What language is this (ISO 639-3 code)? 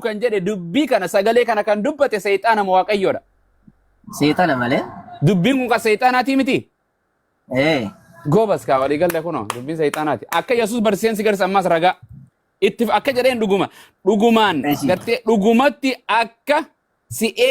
orm